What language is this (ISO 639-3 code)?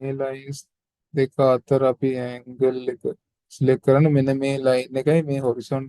sin